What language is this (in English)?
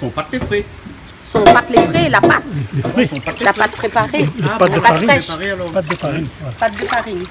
Réunion Creole French